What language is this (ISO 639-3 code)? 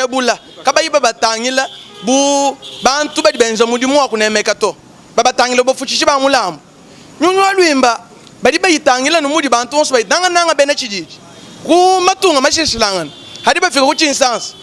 lua